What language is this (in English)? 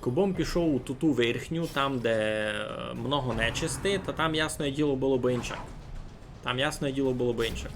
Rusyn